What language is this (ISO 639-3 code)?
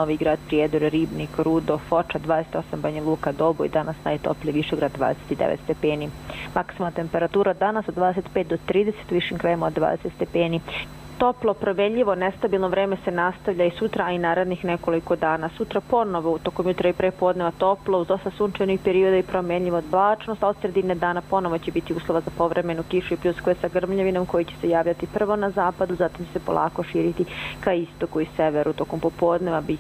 hrv